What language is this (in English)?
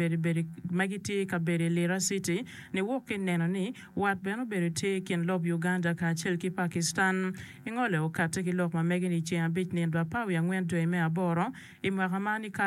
Acoli